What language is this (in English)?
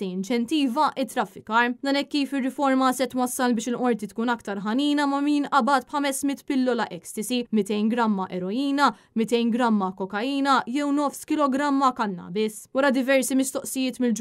Maltese